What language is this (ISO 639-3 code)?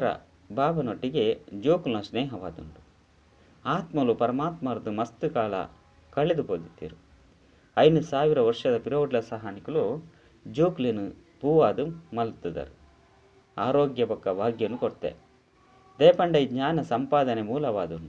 tcy